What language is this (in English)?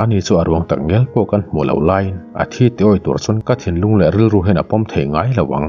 Mizo